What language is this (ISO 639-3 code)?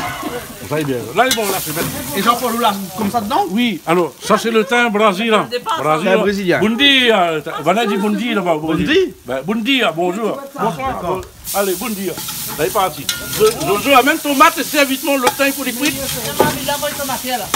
rcf